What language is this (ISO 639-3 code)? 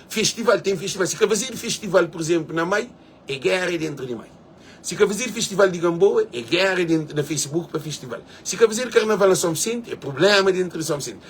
kea